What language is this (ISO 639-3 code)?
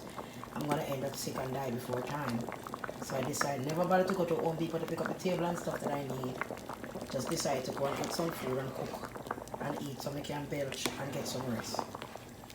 jam